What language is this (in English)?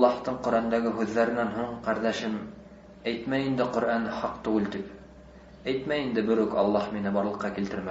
Bashkir